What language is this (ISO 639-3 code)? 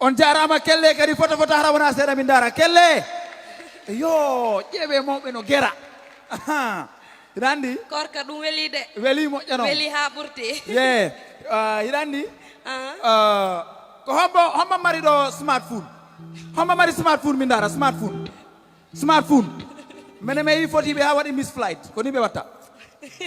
ful